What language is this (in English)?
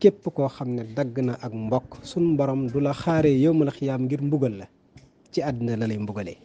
Wolof